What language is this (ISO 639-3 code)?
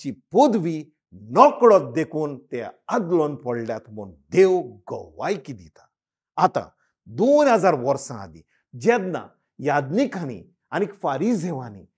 kok